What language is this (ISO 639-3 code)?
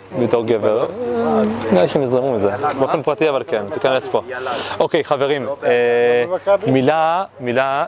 heb